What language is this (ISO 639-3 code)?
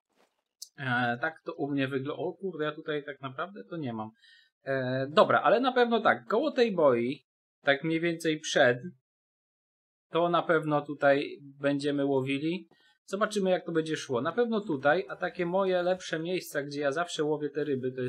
pol